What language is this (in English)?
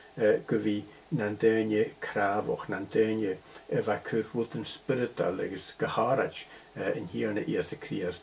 Scottish Gaelic